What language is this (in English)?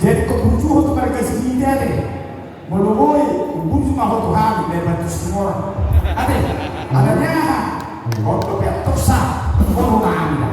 Batak Toba